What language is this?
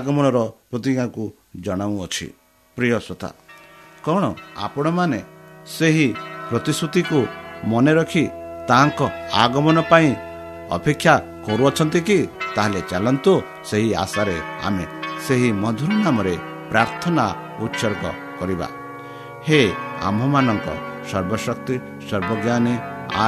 Odia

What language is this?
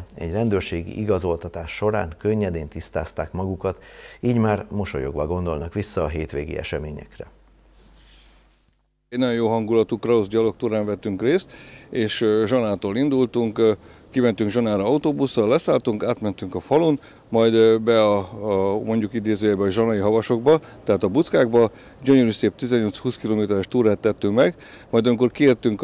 Hungarian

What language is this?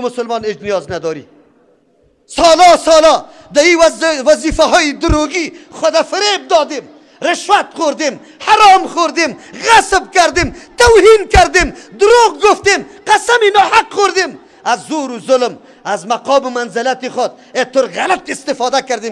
Persian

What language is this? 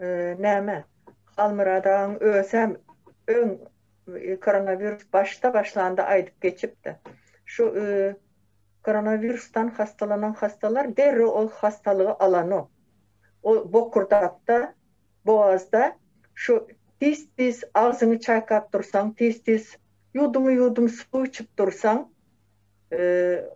Turkmen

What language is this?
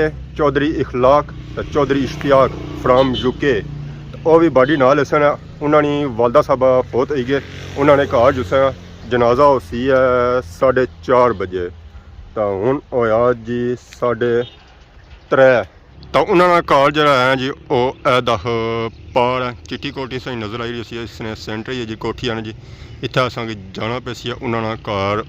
Pahari-Potwari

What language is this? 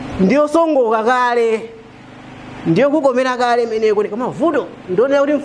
Nyanja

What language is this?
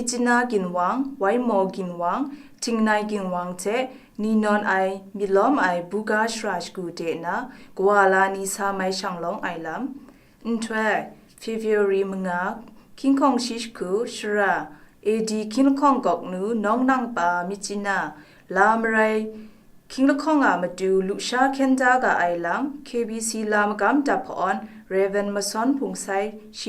Kachin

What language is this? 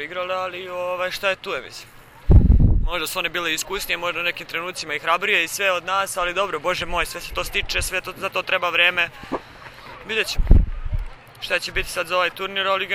Serbian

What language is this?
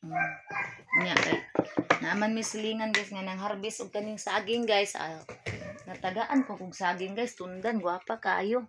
Cebuano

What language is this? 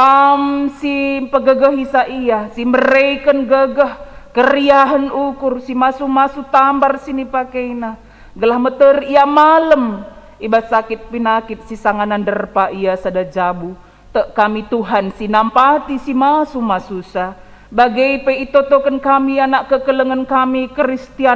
Batak Karo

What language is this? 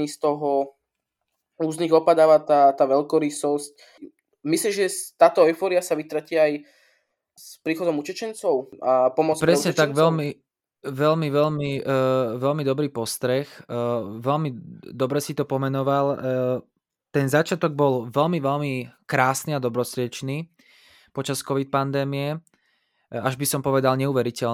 Slovak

